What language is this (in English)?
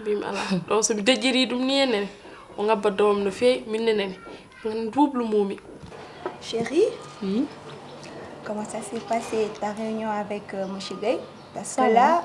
Fula